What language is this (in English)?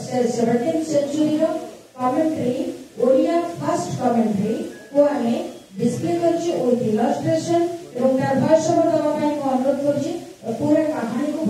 Odia